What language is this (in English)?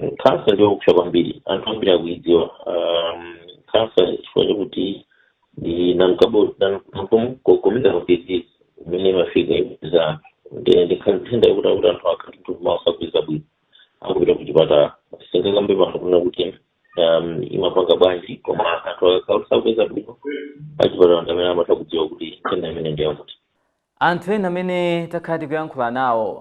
Nyanja